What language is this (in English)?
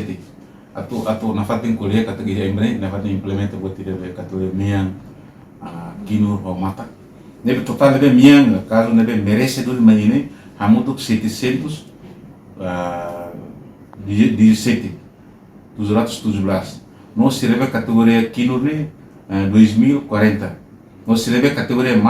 Tetum